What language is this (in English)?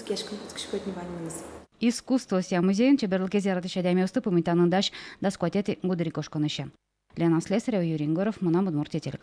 Udmurt